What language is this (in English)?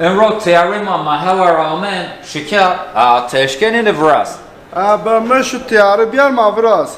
Zaza